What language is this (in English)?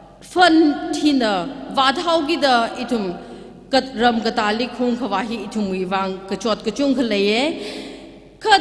Tangkhul Naga (India)